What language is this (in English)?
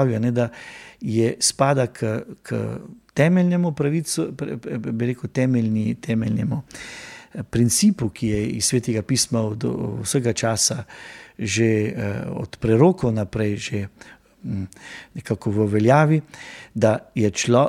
Slovenian